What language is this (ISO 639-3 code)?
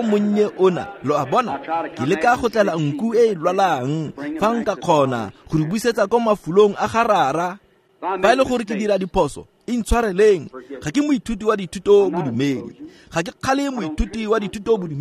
tsn